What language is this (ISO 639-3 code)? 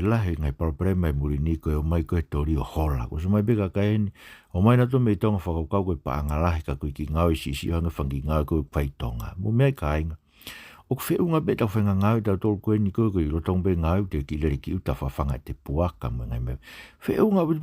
ton